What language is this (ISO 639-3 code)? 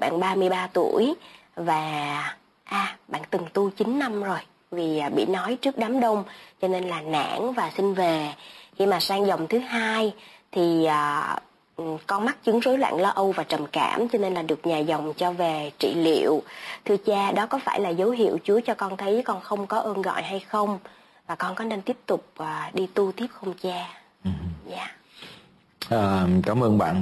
vie